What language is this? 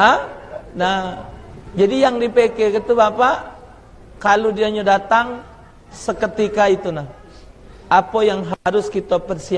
Musi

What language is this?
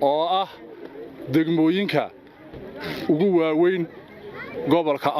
Somali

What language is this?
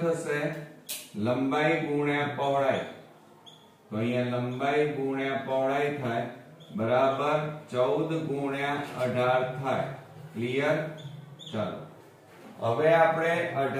Gujarati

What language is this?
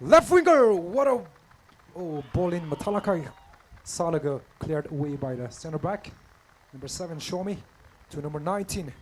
Tangkhul Naga (India)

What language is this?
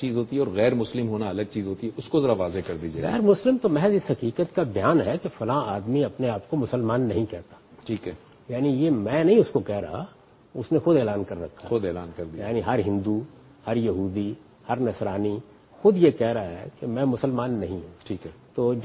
Urdu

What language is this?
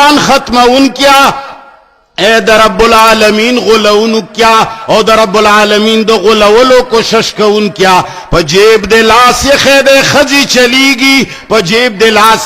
Pashto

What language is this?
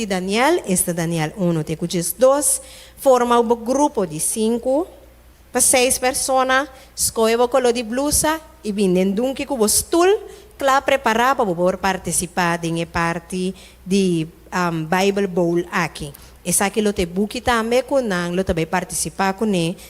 Papiamento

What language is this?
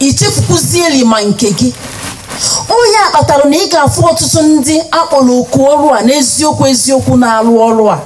Igbo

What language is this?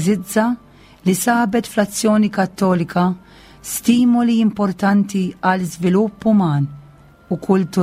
Maltese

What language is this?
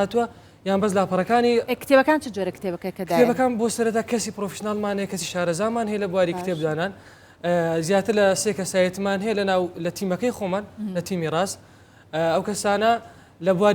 Central Kurdish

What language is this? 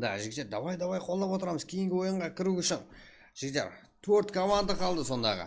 Kara-Kalpak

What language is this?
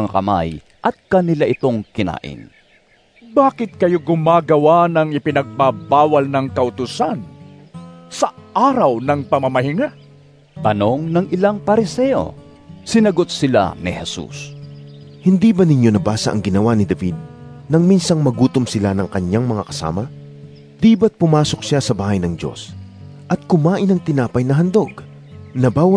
Filipino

